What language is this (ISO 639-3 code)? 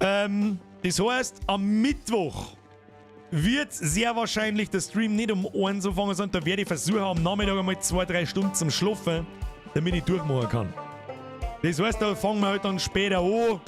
bar